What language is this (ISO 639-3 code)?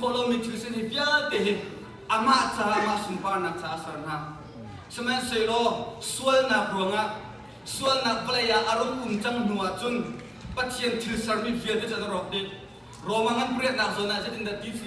cnh